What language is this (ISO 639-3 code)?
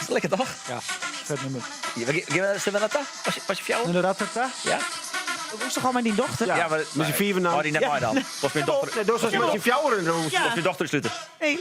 fry